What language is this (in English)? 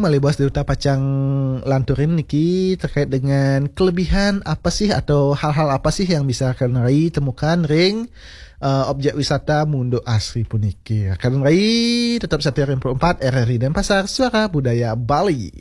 Balinese